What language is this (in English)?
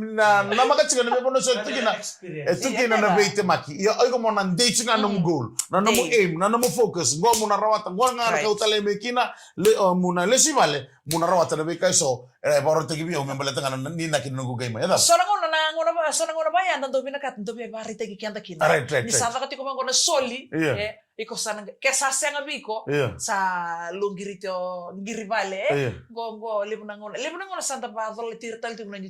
Fijian